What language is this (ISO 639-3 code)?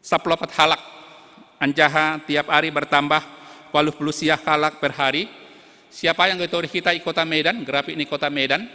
bts